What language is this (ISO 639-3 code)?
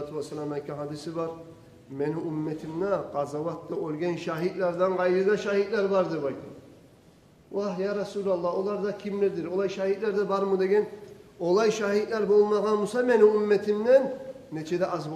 kum